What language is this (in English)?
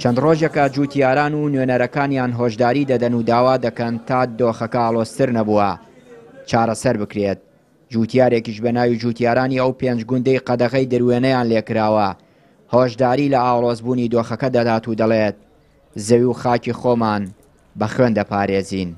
Central Kurdish